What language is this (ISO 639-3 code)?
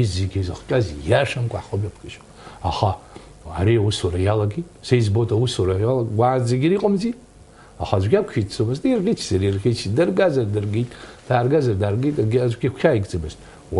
abk